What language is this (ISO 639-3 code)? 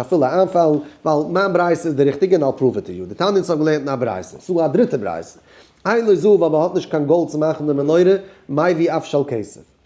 yid